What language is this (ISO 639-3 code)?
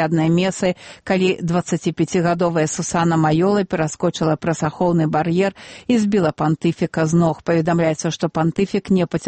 bel